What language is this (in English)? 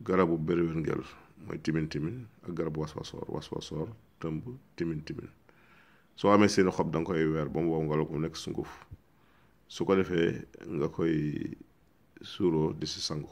Wolof